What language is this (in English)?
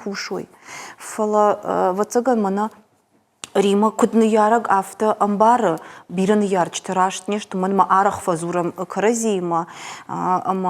Ossetic